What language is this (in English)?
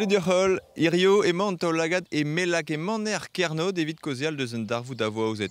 Breton